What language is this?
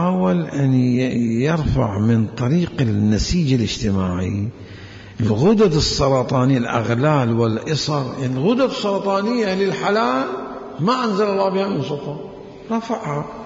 Mesopotamian Arabic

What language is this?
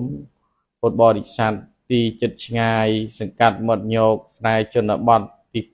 Khmer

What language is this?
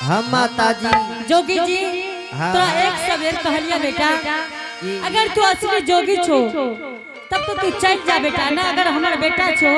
Angika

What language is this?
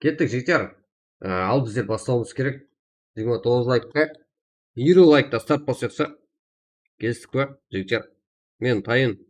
Kara-Kalpak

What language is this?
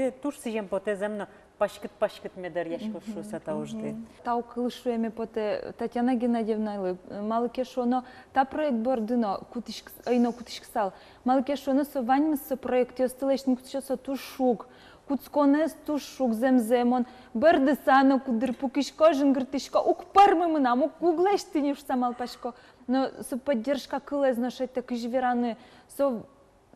Udmurt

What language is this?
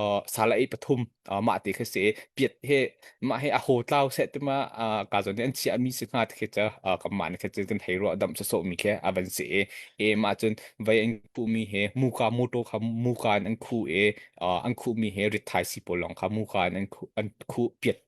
Hakha Chin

